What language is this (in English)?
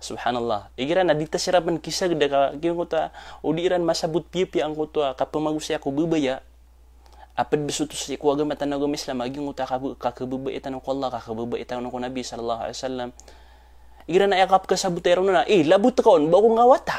Maranao